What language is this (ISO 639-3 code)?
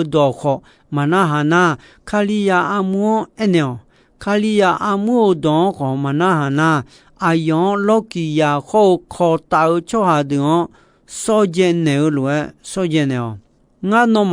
ahk